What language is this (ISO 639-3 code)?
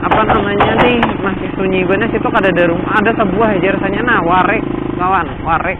bjn